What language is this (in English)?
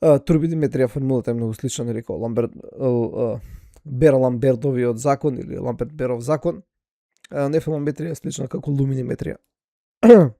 Macedonian